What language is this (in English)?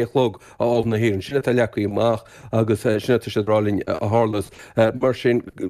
Irish